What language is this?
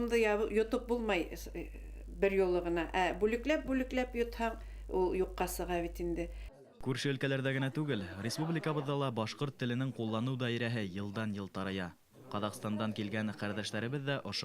Bashkir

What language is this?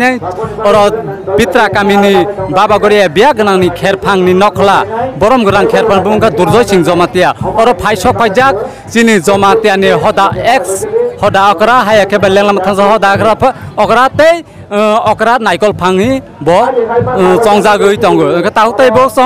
Kok Borok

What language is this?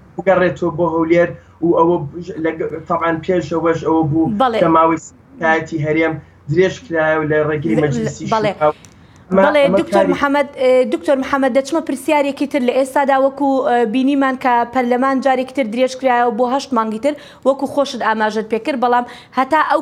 Central Kurdish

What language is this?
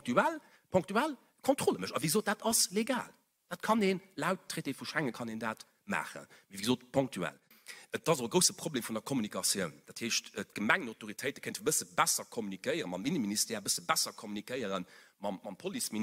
Luxembourgish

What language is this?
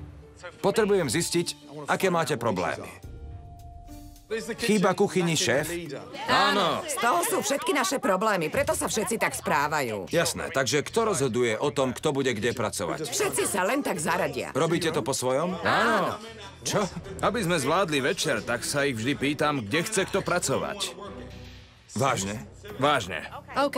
Slovak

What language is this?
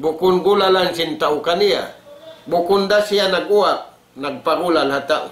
Tausug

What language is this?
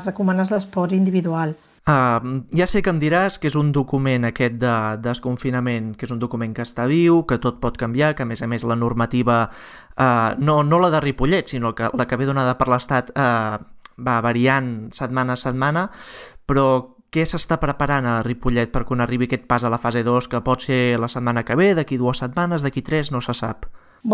Catalan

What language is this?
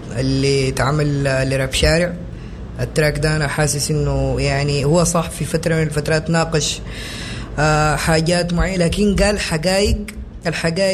Sudanese Arabic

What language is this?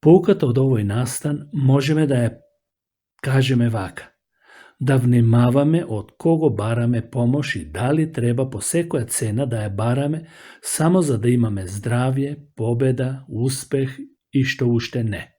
Macedonian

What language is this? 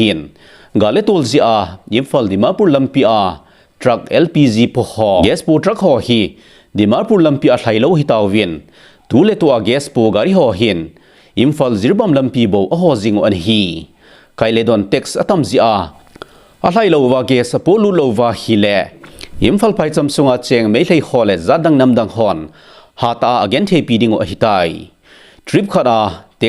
Thado Chin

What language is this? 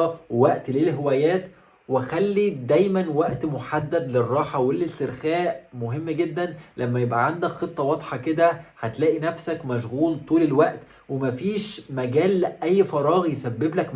Egyptian Arabic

